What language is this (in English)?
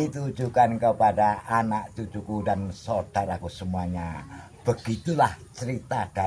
Javanese